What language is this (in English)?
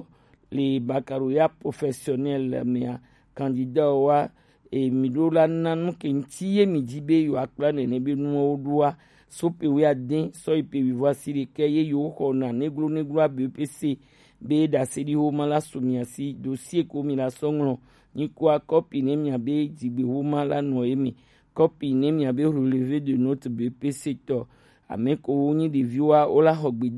Gen